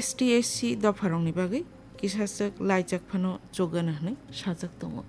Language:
Kok Borok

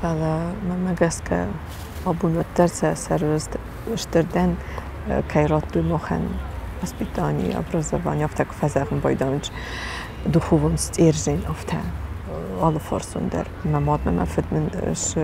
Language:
Ossetic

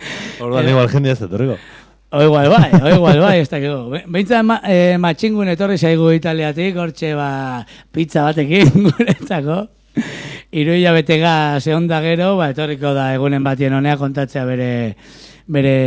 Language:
Basque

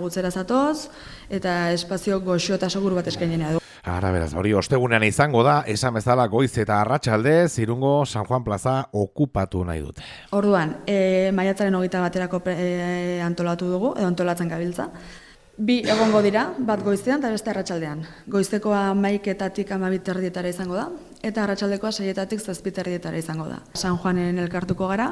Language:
Basque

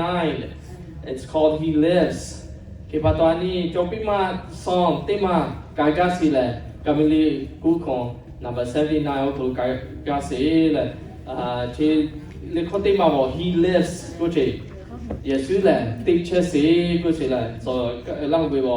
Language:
Lahu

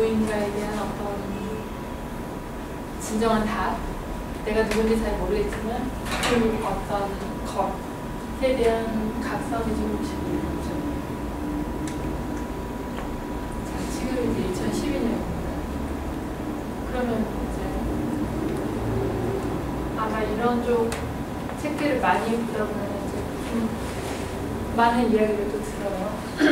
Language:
Korean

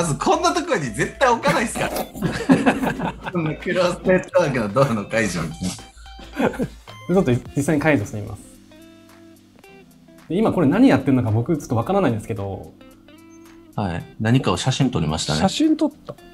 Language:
Japanese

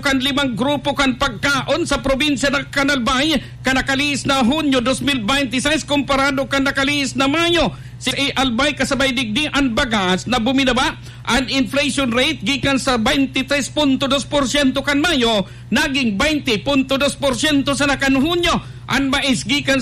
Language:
Bikol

